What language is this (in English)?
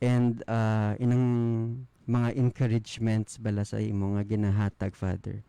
Hiligaynon